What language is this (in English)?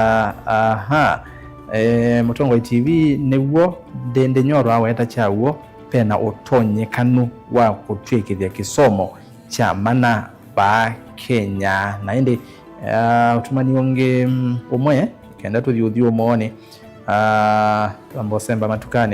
Kamba